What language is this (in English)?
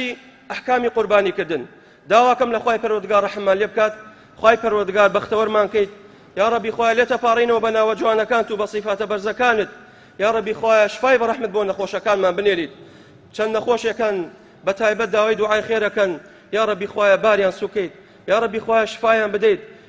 Central Kurdish